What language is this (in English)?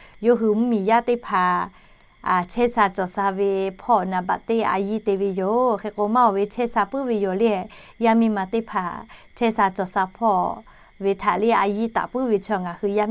Lahu